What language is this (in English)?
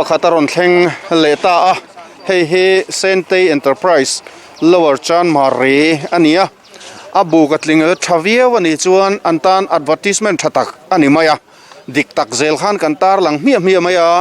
Mizo